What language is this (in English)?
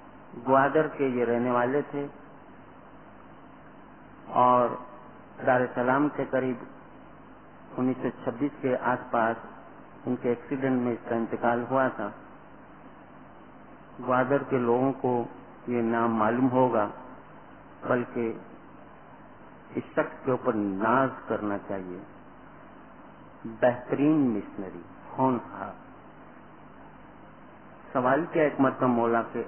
Urdu